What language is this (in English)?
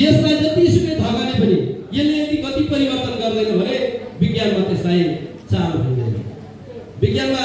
Nepali